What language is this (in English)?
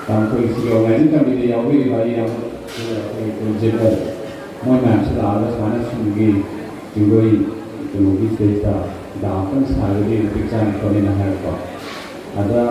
Manipuri